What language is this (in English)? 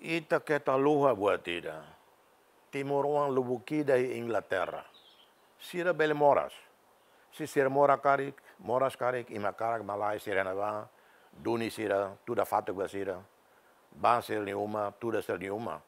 Tetum